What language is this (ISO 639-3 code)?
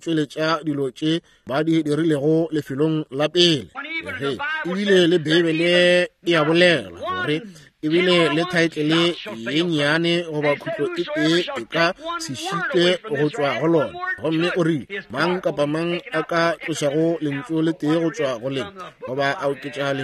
nso